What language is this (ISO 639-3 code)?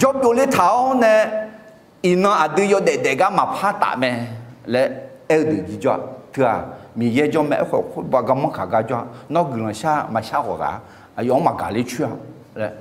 ahk